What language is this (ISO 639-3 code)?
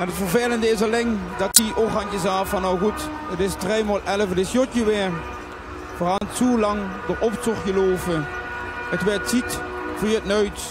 lim